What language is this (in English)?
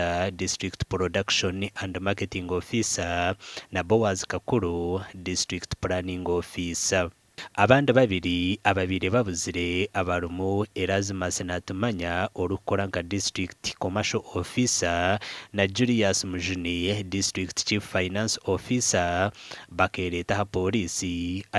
Nyankole